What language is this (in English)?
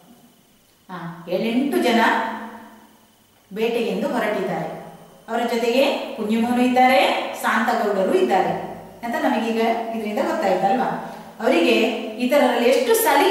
Kannada